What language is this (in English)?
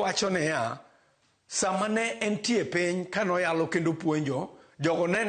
Luo (Kenya and Tanzania)